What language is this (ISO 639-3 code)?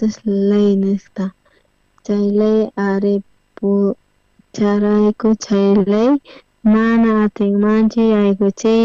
quh